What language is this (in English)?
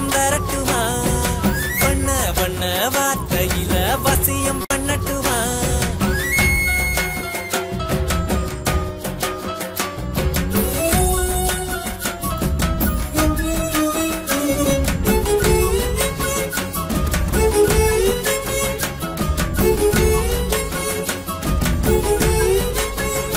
Tamil